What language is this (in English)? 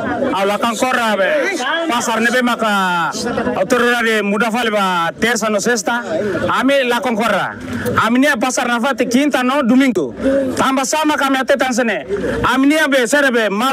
Tetum